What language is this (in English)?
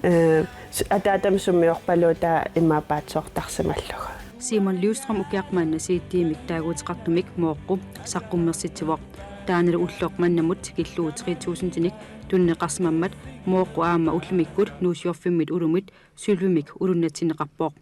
Kalaallisut